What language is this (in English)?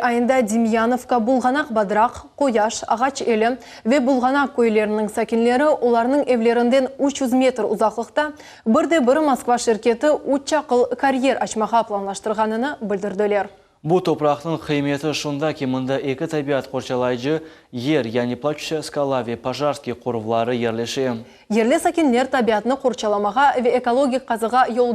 Crimean Tatar